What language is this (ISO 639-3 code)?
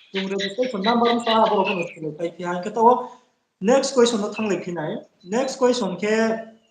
ria